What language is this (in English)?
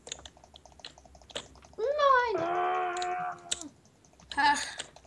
Norwegian